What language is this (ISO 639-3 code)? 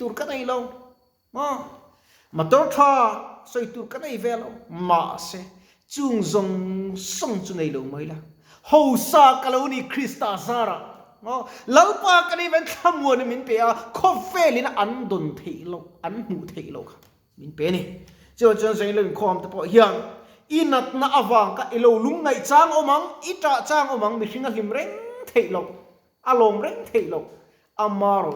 lus